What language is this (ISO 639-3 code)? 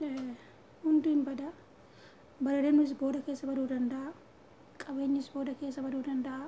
orm